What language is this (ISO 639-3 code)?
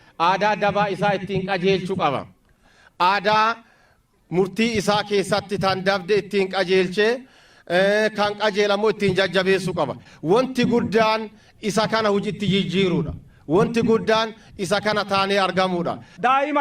orm